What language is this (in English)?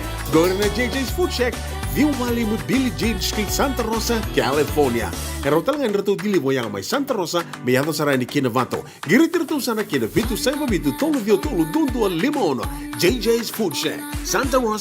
Fijian